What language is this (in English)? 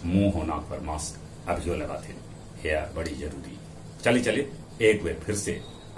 Magahi